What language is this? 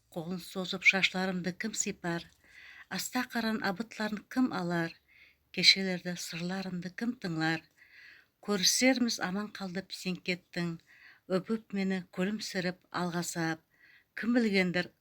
Nogai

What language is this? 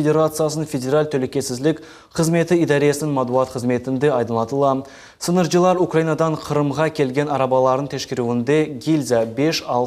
Crimean Tatar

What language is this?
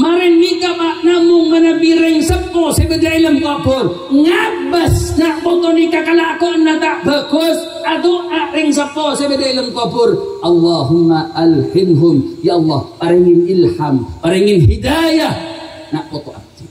Madurese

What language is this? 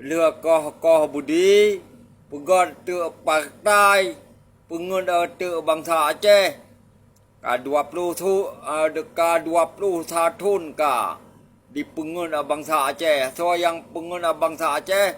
Achinese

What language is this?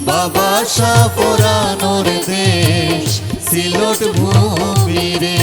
Sylheti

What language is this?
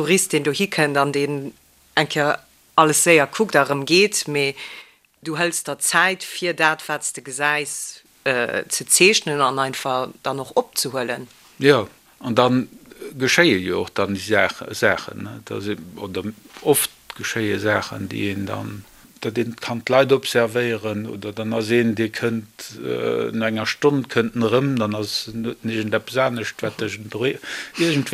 Luxembourgish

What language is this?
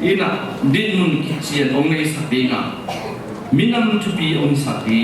Tedim Chin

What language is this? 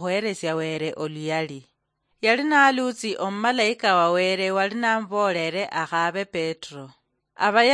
Luyia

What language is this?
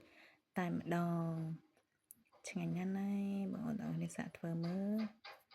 Khmer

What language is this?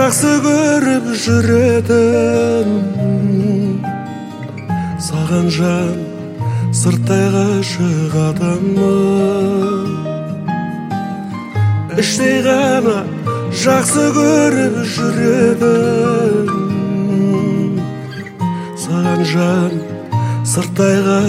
Kazakh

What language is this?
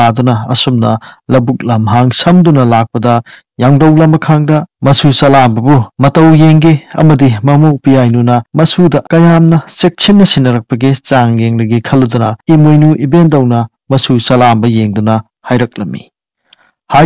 Manipuri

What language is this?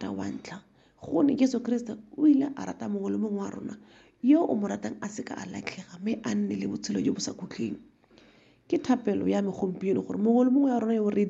Tswana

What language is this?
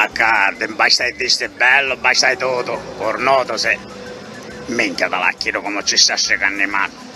Sicilian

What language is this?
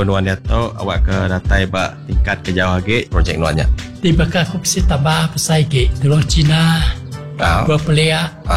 Iban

